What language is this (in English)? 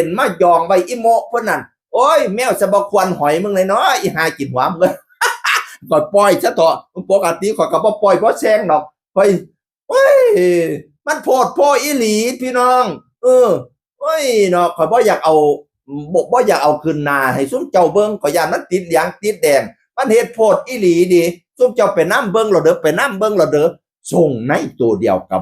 Northeastern Thai